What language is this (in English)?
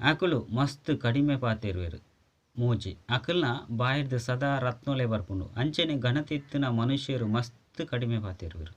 Tulu